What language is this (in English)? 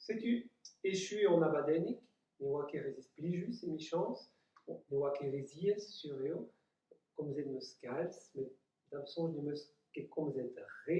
Breton